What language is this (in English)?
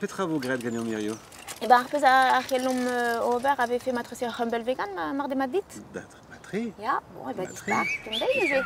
Breton